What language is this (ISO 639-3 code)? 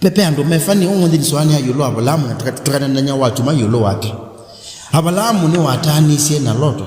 kam